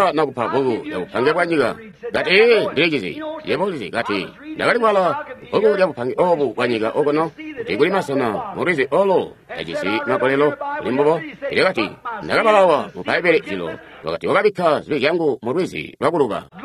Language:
Tonga (Zambia)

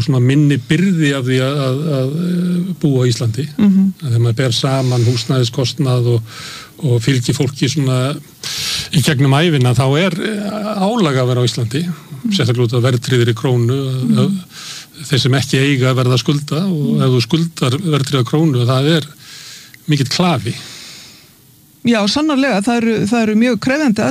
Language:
Icelandic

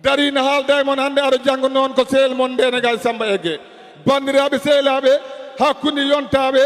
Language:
Fula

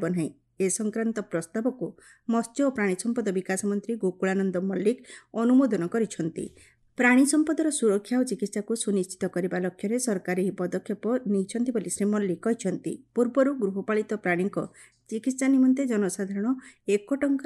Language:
Odia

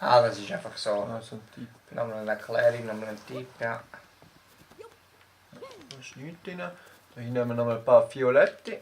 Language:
Swiss German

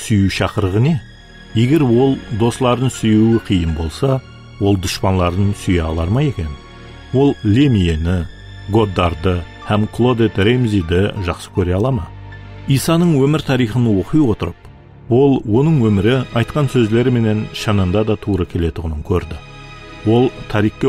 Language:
Kara-Kalpak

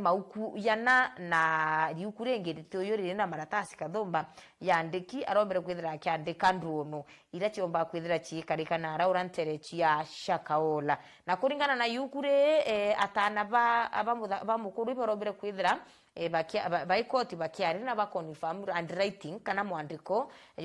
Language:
Meru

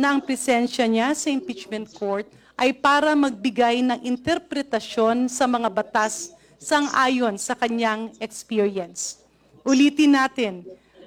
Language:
Filipino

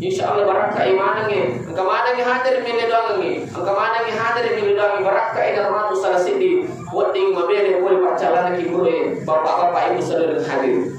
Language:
Buginese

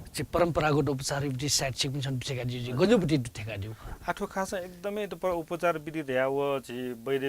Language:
Newari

